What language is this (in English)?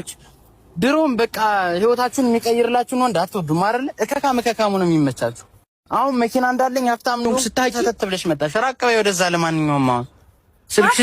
Amharic